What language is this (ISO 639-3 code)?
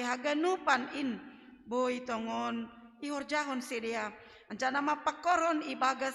bts